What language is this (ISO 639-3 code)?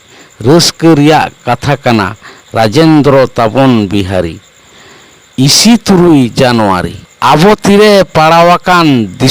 sat